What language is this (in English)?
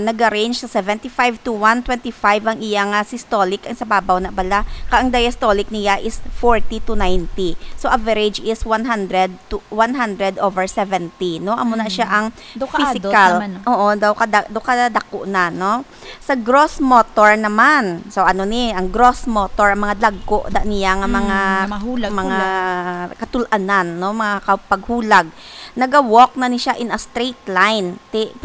Hiligaynon